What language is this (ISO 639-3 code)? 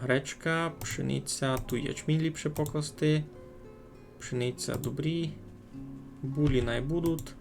rue